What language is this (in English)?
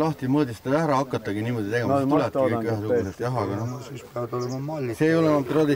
Estonian